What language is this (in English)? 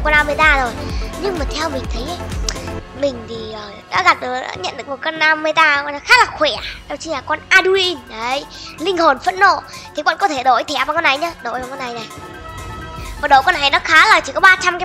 Vietnamese